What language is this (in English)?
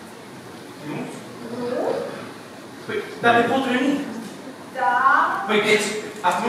Romanian